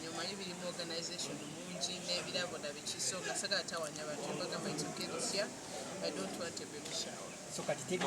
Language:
Ganda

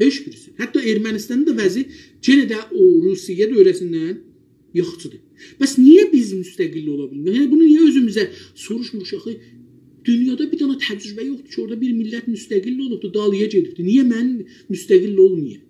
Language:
South Azerbaijani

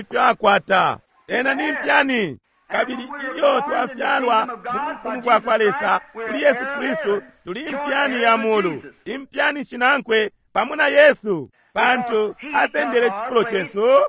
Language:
Bemba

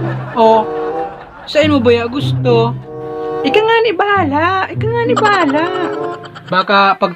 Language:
Bikol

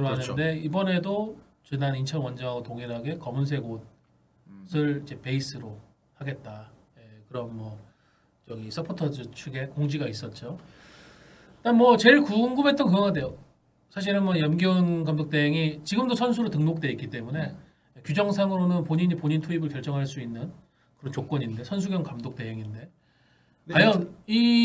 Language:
Korean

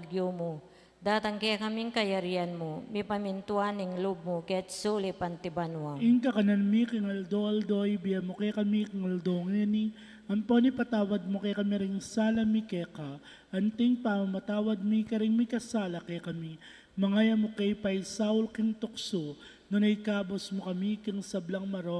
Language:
Pampanga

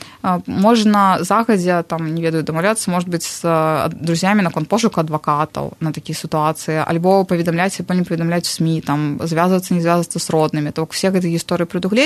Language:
Belarusian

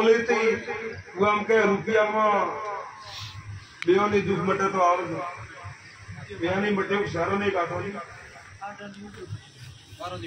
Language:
Gujarati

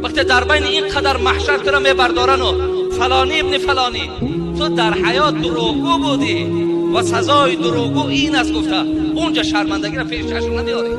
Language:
Tajik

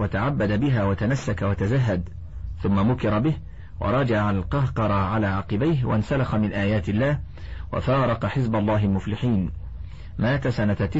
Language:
Arabic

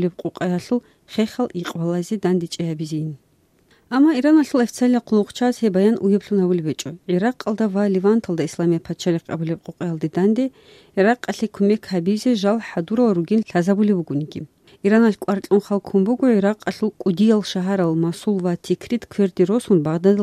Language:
Avaric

